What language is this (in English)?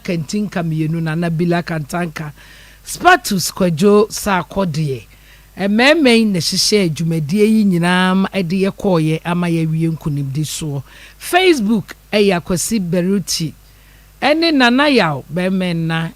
Akan